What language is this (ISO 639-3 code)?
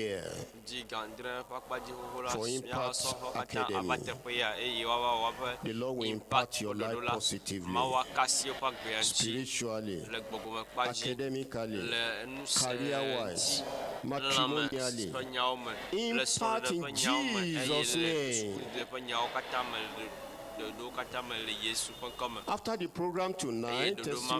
ewe